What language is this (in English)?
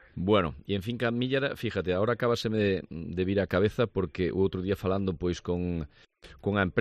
Galician